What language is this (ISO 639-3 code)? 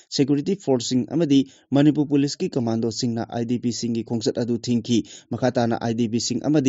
mni